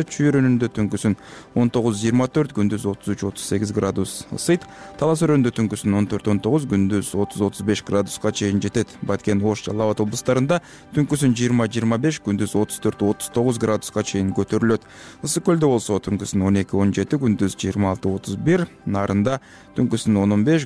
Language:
Kyrgyz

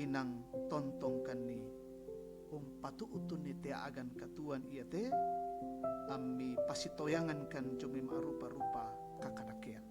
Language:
Toraja-Sa'dan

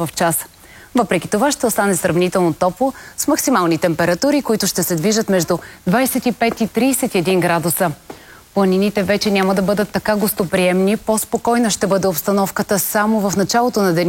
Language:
Bulgarian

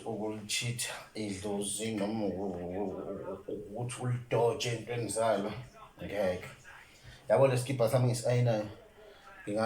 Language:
Zulu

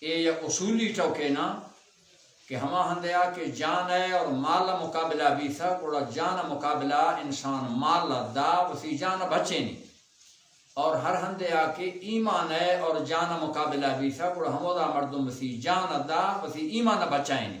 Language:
Baluchi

